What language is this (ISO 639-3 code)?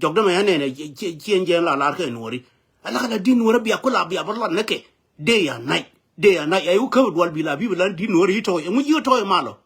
nus